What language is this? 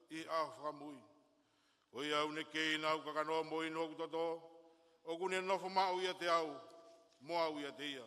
Tongan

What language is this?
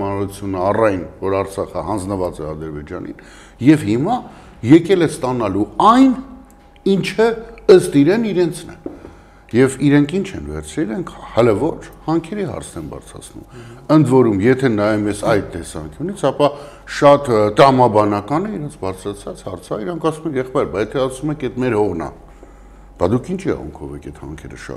Armenian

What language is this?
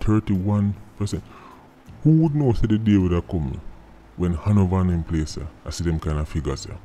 Jamaican Creole English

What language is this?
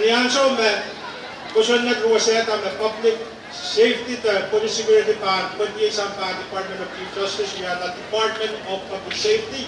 Pohnpeian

